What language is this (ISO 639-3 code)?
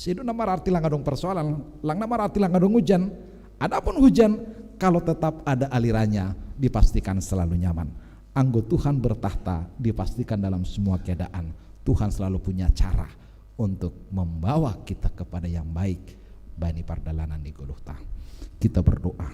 bts